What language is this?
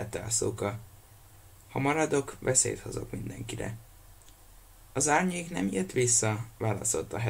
Hungarian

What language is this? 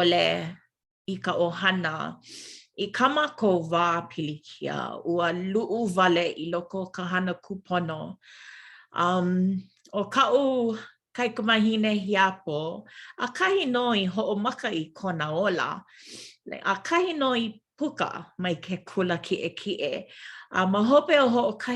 Hawaiian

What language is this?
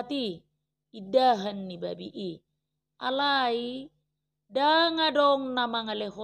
Batak Toba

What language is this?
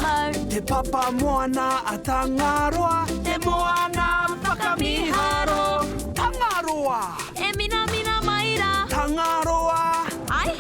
Māori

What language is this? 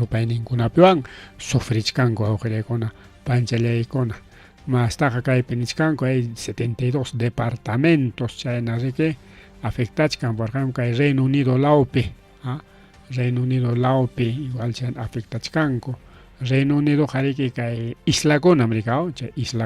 Ayacucho Quechua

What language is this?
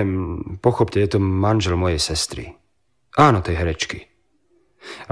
Slovak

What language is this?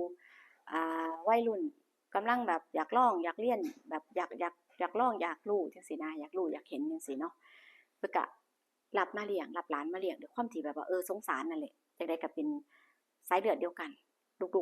Northeastern Thai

